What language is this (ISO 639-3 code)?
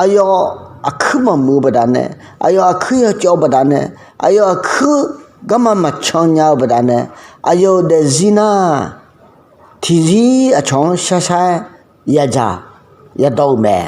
ahk